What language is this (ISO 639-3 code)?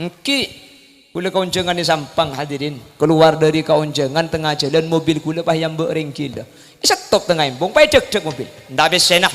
mad